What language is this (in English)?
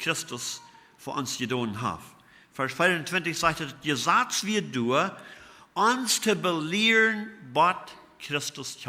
Plautdietsch